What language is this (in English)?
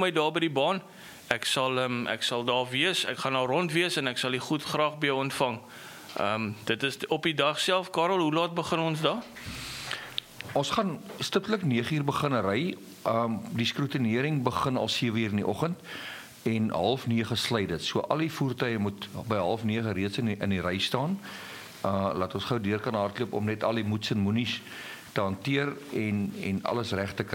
Afrikaans